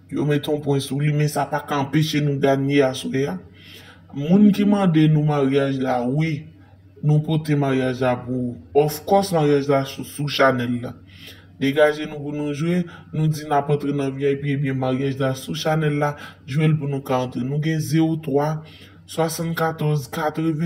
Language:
Haitian Creole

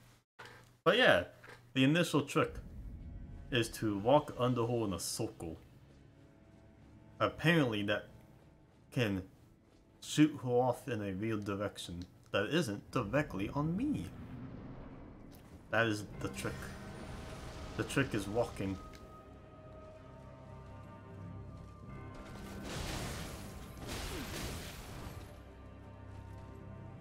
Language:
English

